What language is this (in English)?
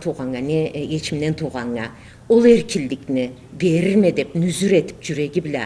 Karachay-Balkar